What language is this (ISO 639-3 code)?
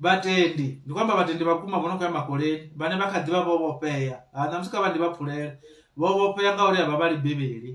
ven